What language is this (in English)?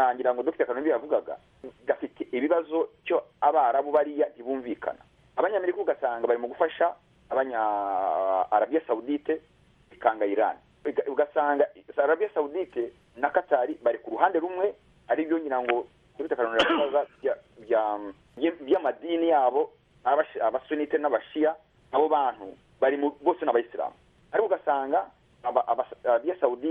Kinyarwanda